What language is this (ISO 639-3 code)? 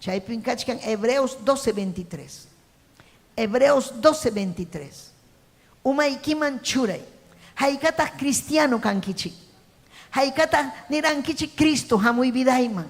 quy